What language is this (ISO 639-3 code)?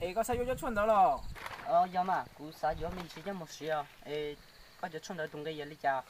hmn